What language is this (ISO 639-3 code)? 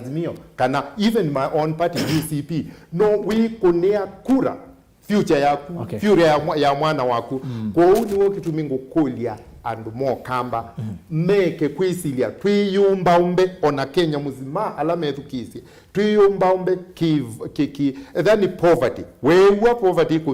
kam